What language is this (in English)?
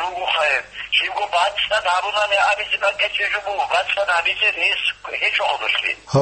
Avaric